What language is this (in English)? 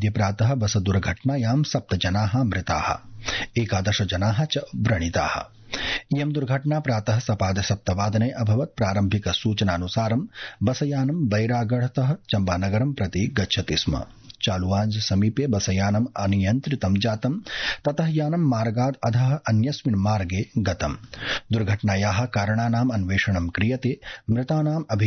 Sanskrit